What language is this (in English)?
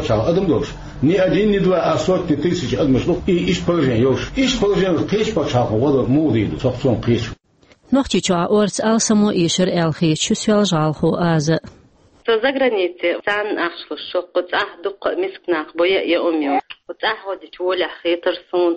Chechen